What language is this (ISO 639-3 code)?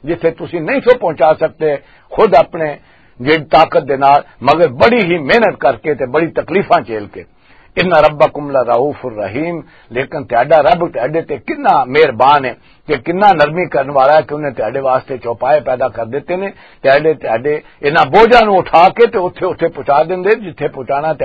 lah